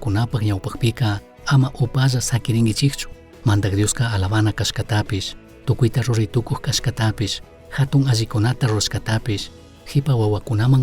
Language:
Chimborazo Highland Quichua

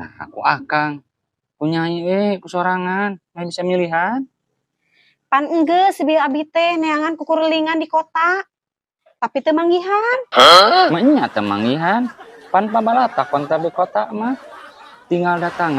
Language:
Sundanese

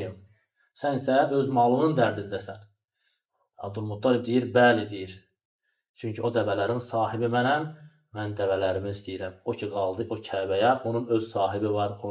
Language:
Azerbaijani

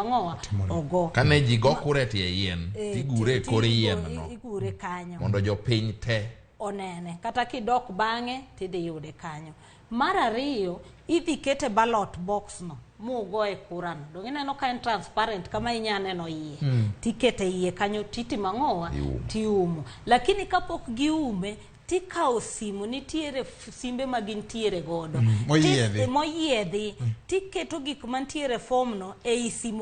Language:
Luo (Kenya and Tanzania)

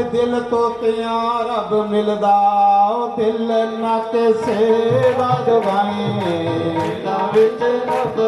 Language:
Dogri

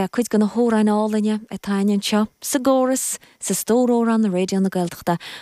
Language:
Irish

